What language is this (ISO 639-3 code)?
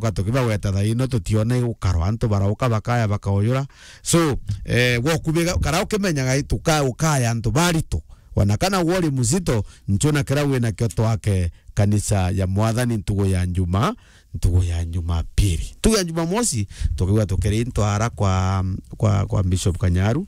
mer